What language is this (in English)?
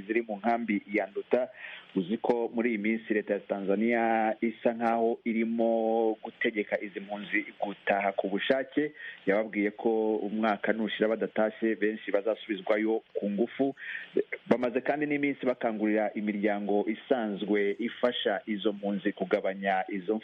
Rundi